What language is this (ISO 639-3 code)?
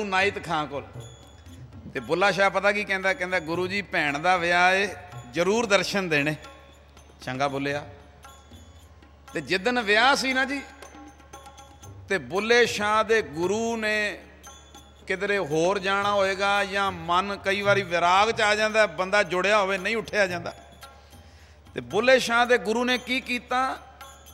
pan